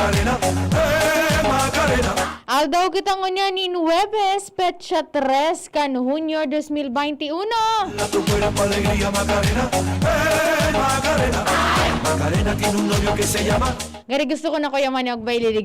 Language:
Bikol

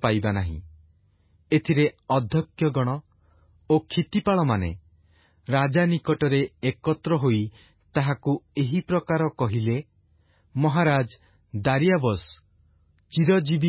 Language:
Odia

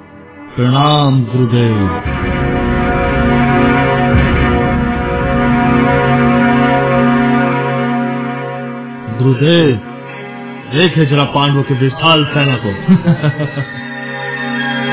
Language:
Hindi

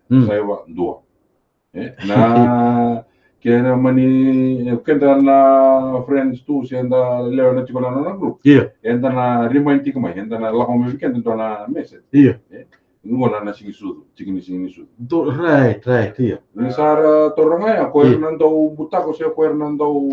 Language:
Fijian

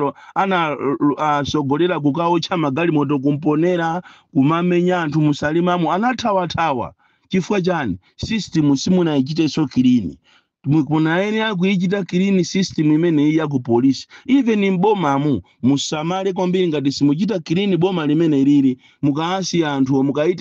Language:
Nyanja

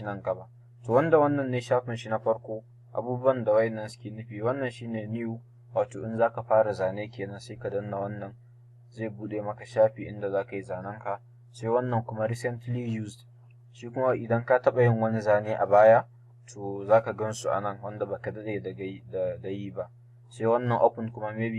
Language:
Hausa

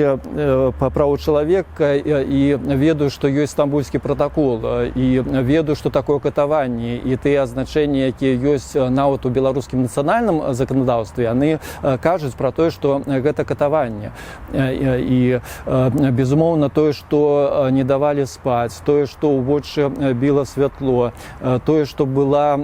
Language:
Belarusian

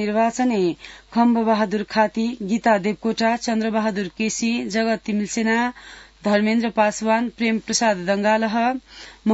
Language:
Sanskrit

